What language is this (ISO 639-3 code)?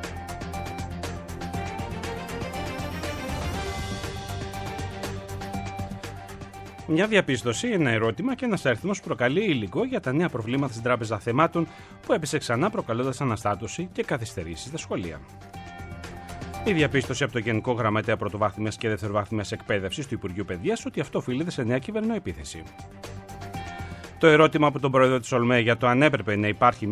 ell